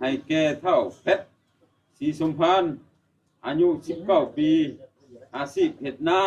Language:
Lao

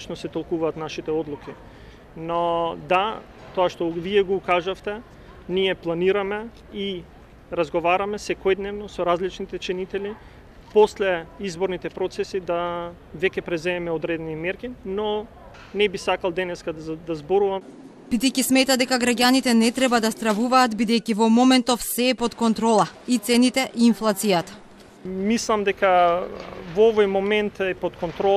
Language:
Macedonian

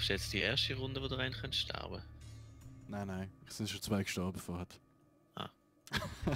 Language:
Swiss German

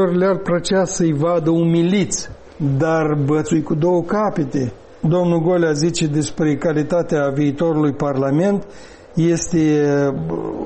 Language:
Romanian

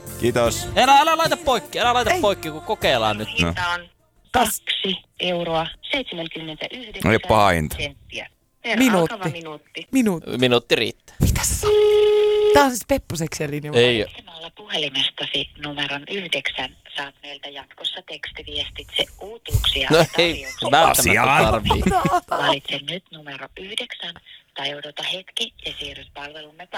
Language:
Finnish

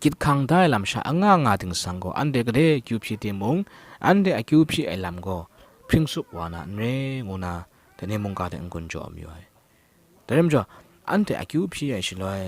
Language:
Kachin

